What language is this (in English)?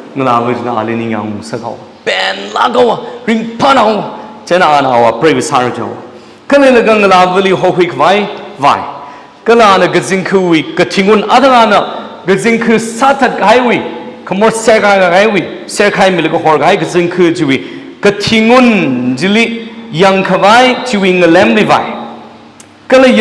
Tangkhul Naga (India)